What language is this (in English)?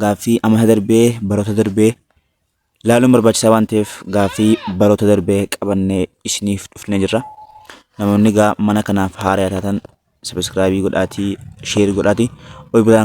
Oromo